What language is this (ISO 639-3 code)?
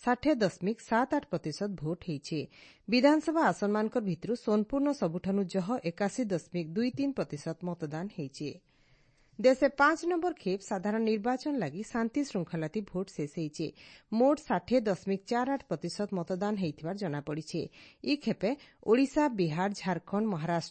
ori